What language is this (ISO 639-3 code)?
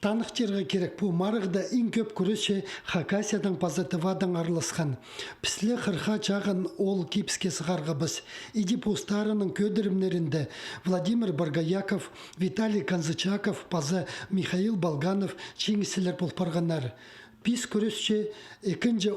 kjh